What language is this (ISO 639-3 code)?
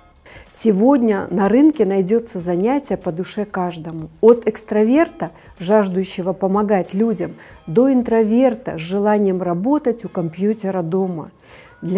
rus